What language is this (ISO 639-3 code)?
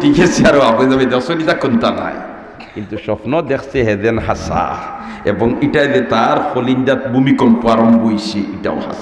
syl